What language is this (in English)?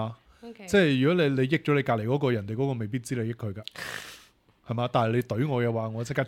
Cantonese